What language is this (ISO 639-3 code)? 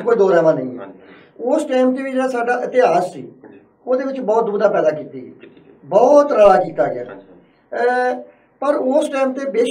pan